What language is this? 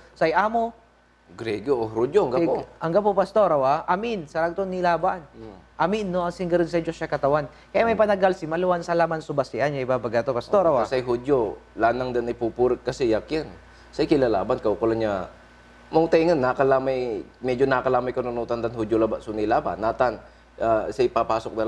Pangasinan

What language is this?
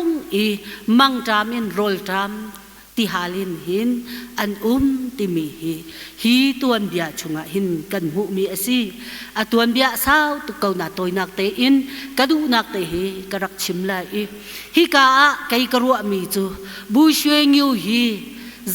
Hakha Chin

